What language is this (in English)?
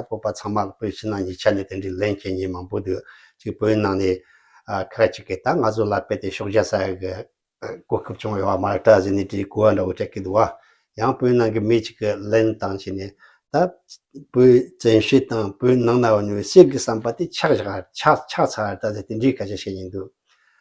Tibetan